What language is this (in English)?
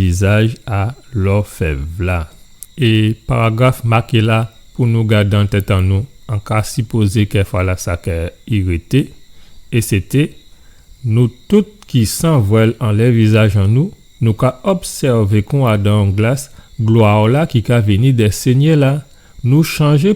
Guadeloupean Creole French